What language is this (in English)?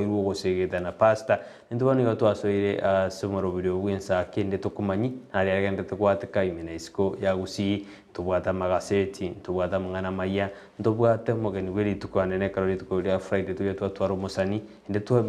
Gusii